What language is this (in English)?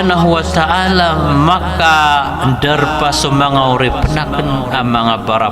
Maranao